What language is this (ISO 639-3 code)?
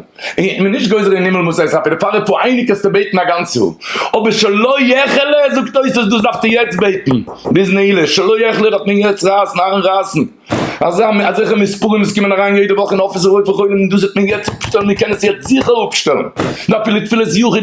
yid